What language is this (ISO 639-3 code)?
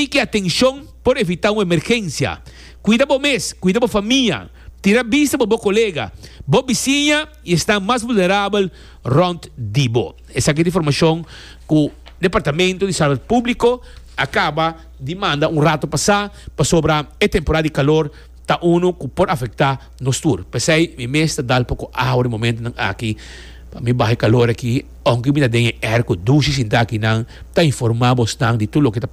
pap